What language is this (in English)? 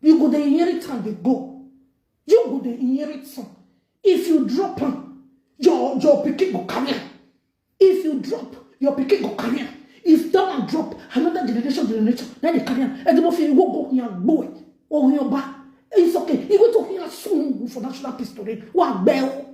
Nigerian Pidgin